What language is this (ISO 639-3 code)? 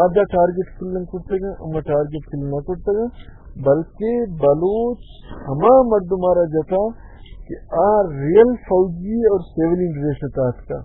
bal